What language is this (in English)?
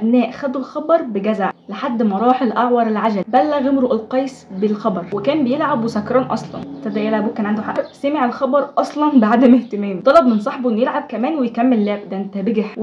Egyptian Arabic